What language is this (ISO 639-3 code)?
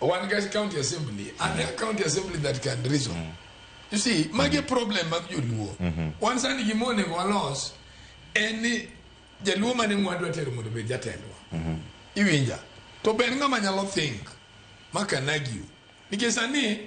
luo